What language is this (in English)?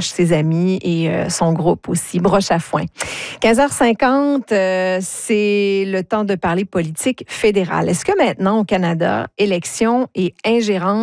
French